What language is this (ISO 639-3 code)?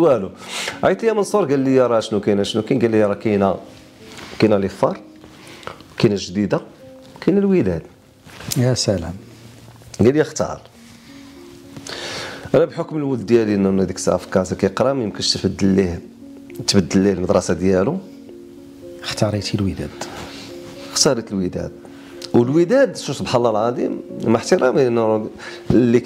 ary